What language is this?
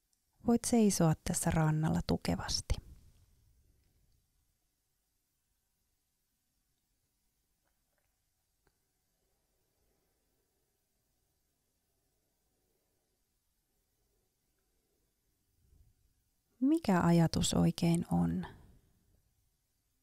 Finnish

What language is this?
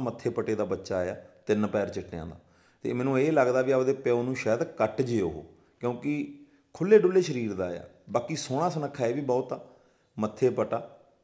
Punjabi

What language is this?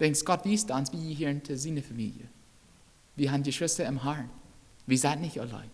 Plautdietsch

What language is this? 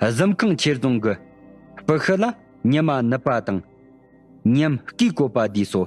Tibetan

